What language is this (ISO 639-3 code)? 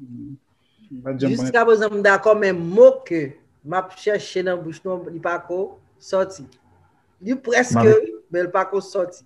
hat